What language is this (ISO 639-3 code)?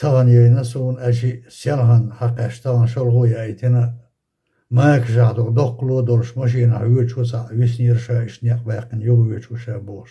che